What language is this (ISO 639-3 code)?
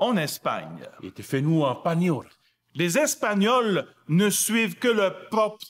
tah